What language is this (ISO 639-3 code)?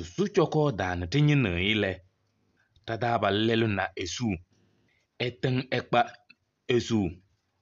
kbp